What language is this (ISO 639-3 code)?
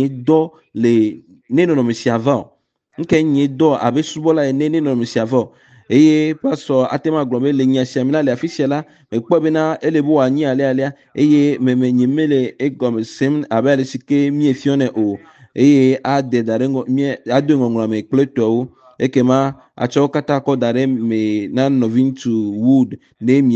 ewe